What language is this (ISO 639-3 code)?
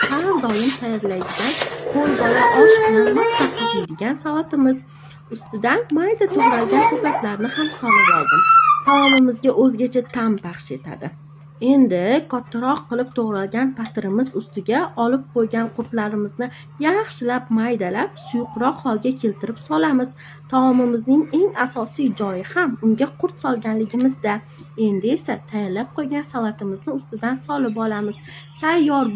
uzb